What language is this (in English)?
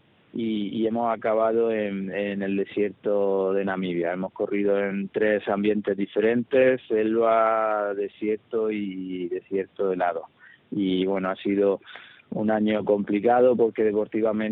Spanish